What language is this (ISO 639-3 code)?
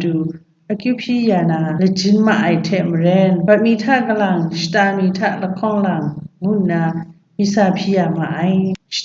kac